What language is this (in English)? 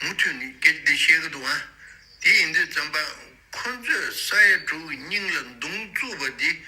Tibetan